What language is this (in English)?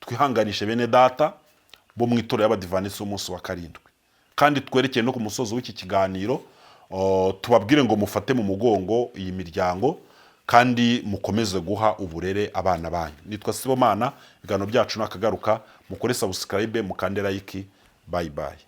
Kinyarwanda